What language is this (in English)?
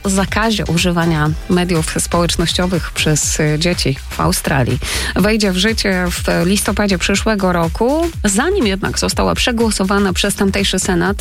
Polish